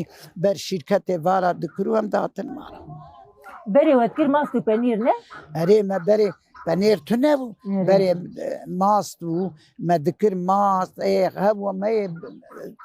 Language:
Kurdish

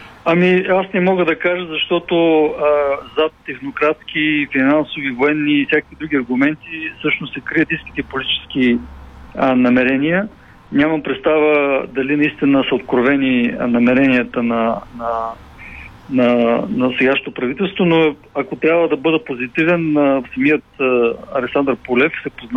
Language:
Bulgarian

